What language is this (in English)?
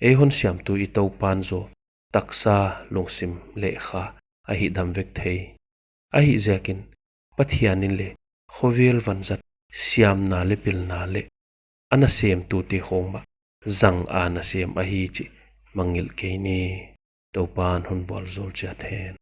Paite Chin